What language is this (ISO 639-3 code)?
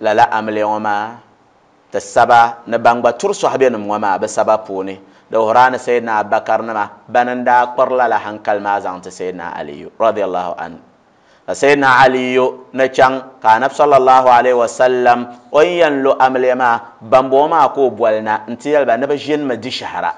dag